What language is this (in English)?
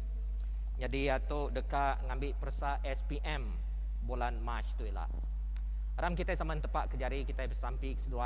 Iban